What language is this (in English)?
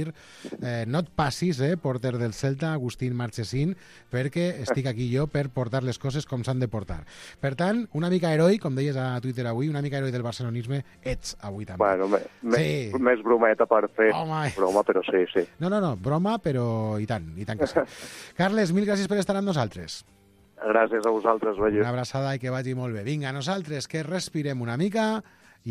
Catalan